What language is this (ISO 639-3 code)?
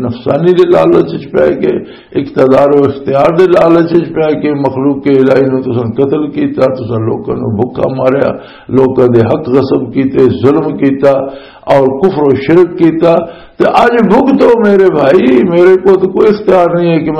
lah